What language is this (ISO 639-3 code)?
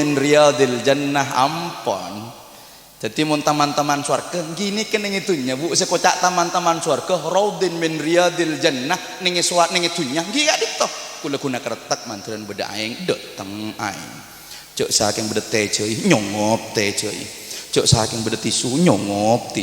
mad